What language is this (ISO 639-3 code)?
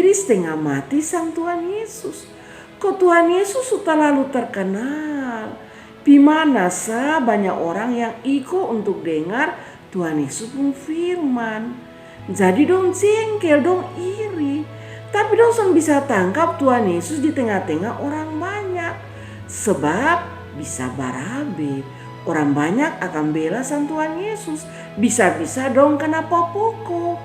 mkn